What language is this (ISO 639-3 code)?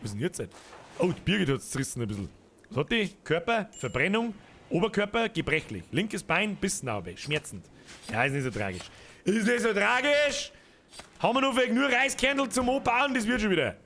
bar